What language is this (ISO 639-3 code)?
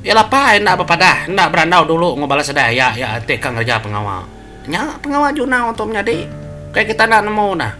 iba